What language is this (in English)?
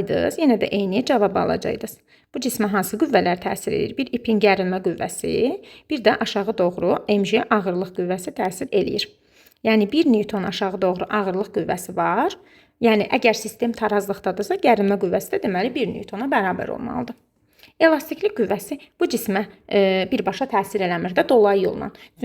Azerbaijani